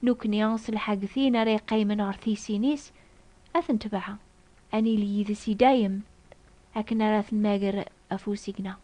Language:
Kabyle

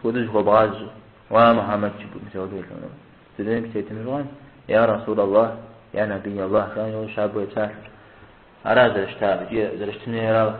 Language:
Kabardian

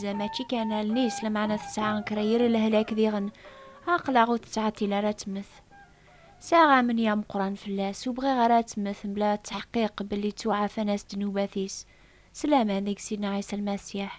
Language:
Kabyle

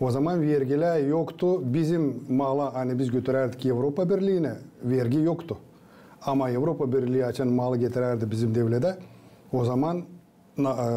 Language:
Gagauz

